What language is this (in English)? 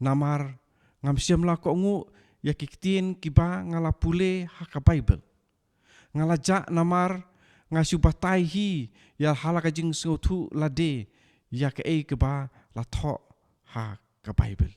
Khasi